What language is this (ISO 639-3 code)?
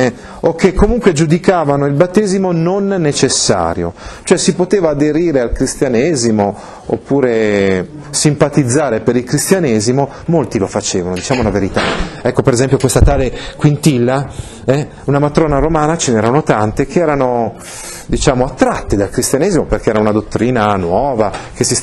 ita